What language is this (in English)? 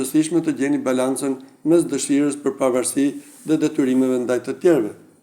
Albanian